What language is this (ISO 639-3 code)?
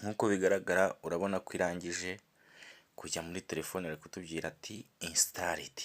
kin